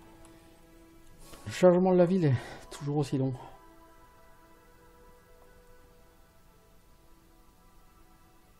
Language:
French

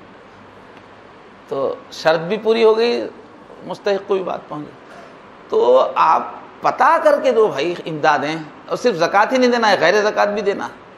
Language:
Urdu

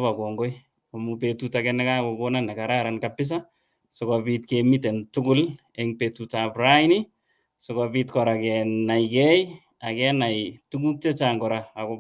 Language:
Kalenjin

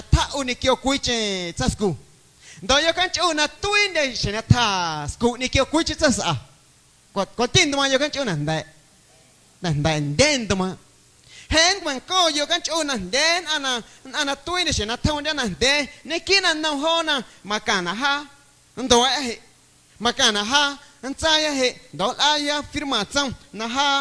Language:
Guerrero Amuzgo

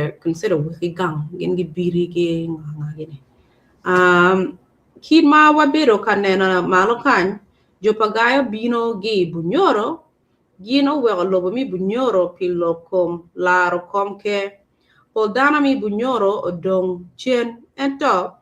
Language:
Acoli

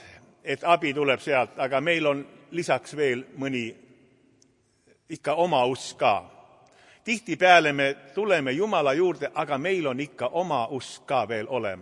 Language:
Estonian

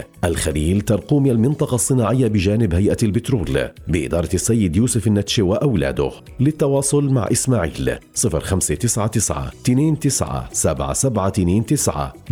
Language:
North Levantine Arabic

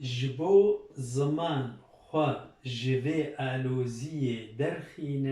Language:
Kurdish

